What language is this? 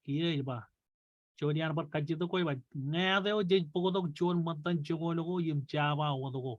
Marshallese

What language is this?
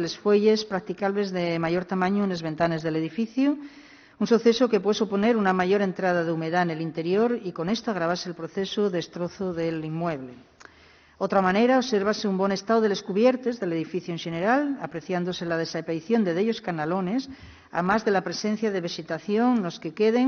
Asturian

